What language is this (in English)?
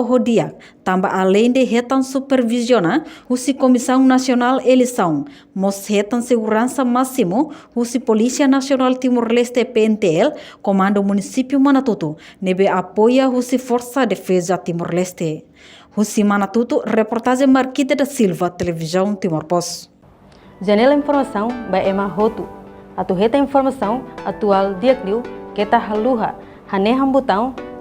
Tetum